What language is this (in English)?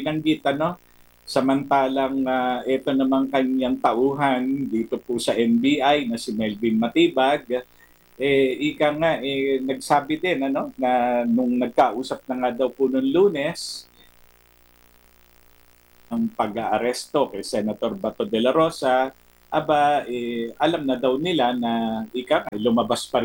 Filipino